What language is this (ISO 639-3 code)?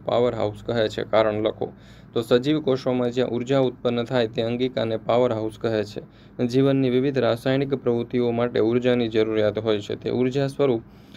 guj